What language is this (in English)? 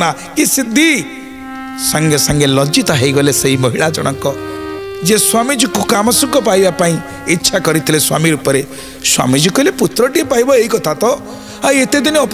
Odia